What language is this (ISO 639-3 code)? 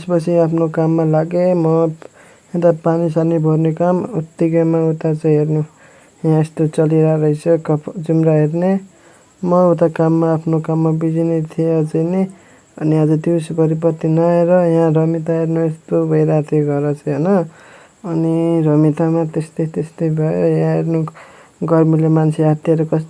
nep